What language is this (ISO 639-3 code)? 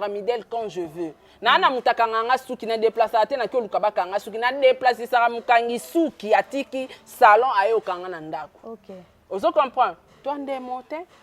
lin